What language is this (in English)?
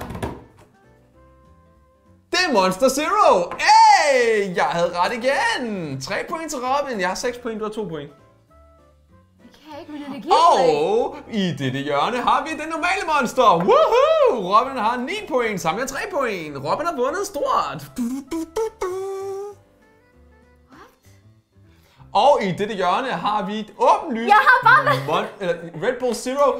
Danish